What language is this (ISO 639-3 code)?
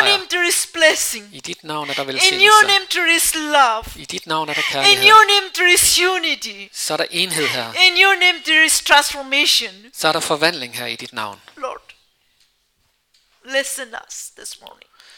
dan